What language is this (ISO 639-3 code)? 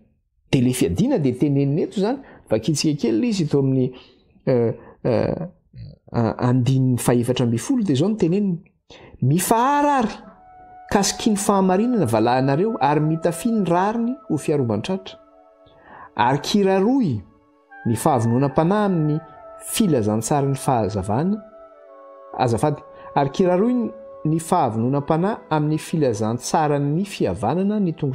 mlg